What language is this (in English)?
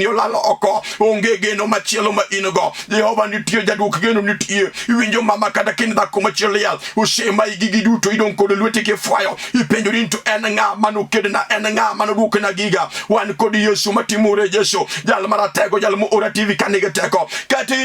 Luo (Kenya and Tanzania)